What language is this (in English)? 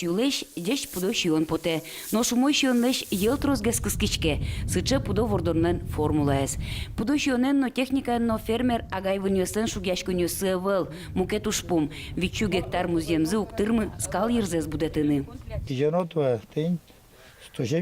Udmurt